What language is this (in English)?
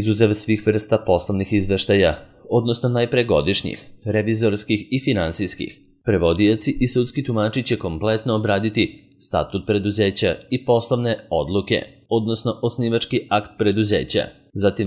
Serbian